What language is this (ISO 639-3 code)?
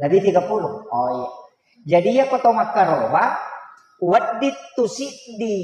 bug